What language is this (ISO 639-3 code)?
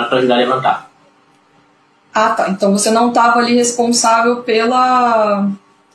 por